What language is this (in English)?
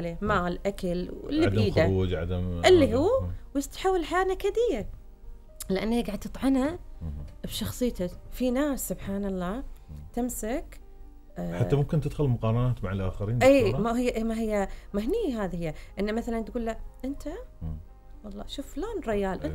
Gulf Arabic